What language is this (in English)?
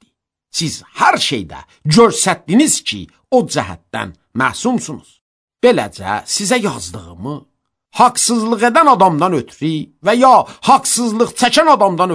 Azerbaijani